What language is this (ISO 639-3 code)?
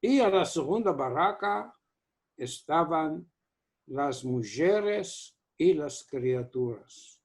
lad